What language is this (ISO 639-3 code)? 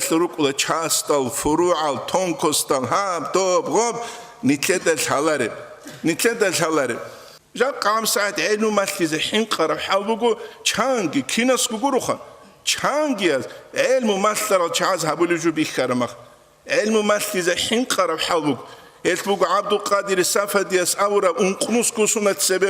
ava